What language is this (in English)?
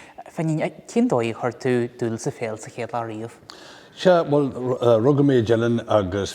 Irish